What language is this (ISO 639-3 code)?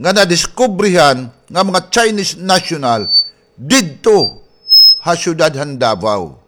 war